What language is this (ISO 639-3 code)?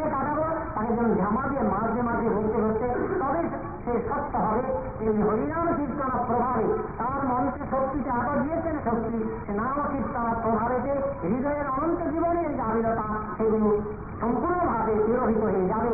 ben